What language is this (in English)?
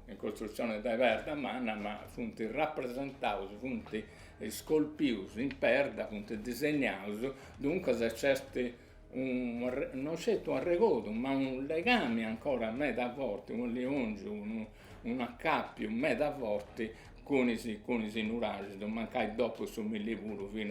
Sardinian